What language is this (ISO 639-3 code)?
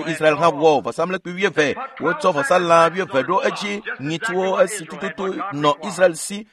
ewe